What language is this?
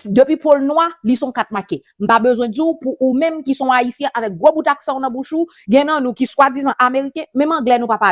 Haitian Creole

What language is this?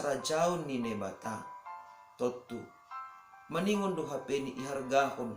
Batak Simalungun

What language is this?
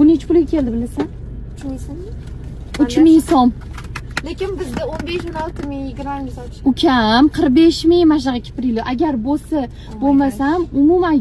Uzbek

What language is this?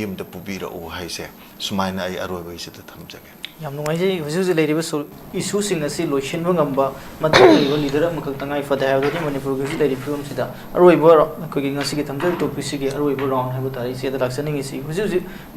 Manipuri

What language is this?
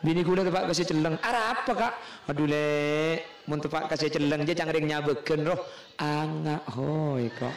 Madurese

